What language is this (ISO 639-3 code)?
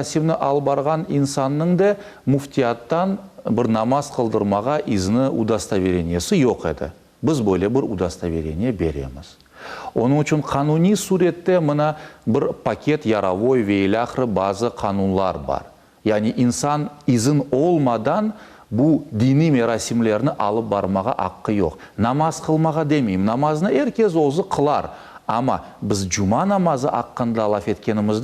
crh